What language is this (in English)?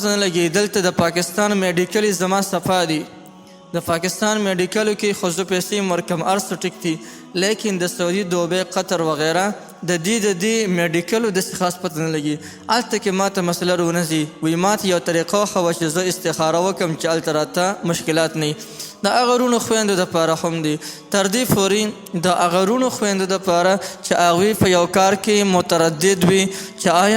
Pashto